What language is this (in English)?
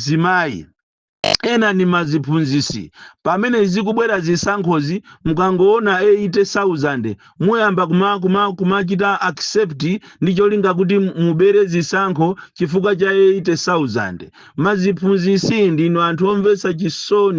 Nyanja